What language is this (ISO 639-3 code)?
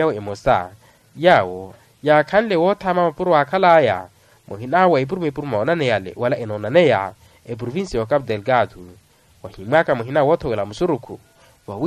vmw